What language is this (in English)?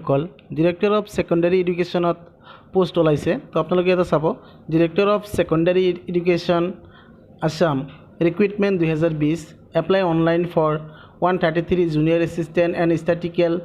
Assamese